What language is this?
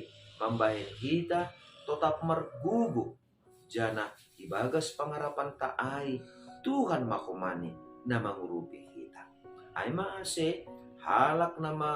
Batak Simalungun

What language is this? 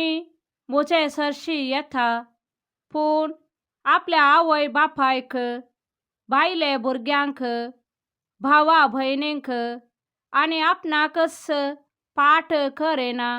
Konkani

